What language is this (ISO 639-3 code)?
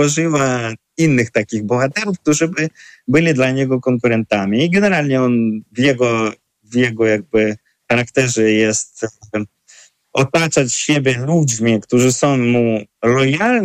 pol